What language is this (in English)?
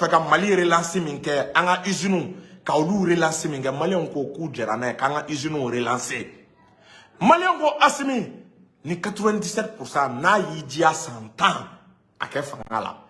Bambara